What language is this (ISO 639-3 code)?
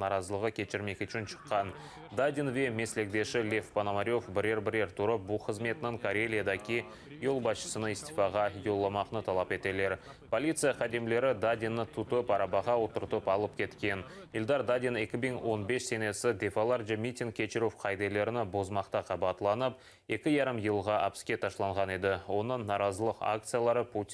crh